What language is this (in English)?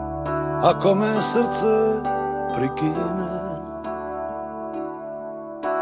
Croatian